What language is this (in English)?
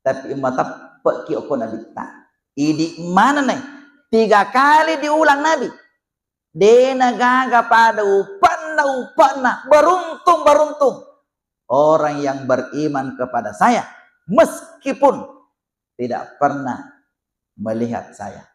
Buginese